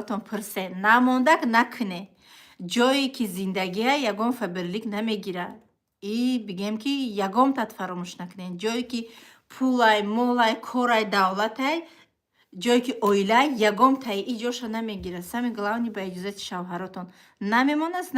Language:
Tajik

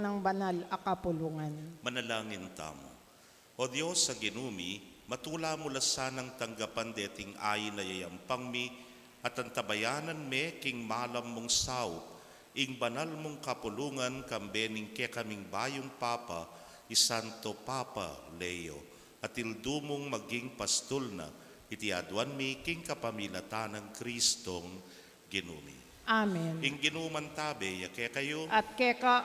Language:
Pampanga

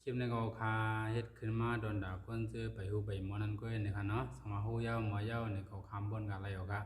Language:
Shan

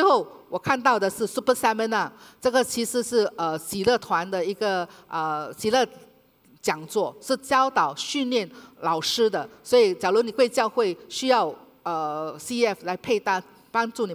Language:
Chinese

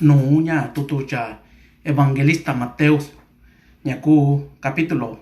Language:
Mixtepec Mixtec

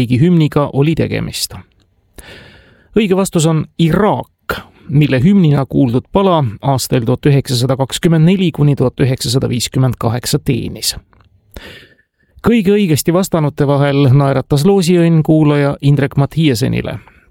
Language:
Estonian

